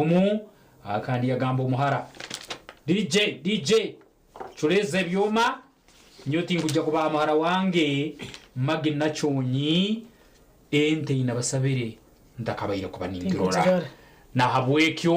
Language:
Nyankole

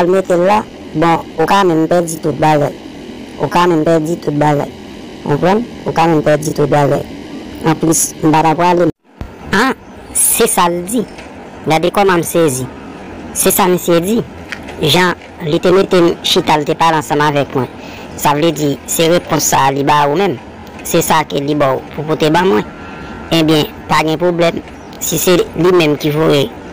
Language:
Haitian Creole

